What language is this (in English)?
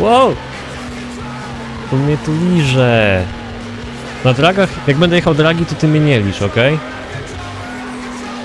Polish